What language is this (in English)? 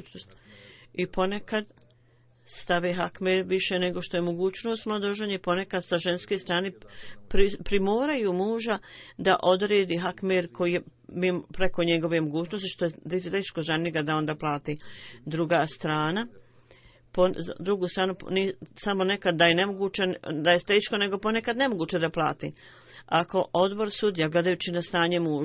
Bosnian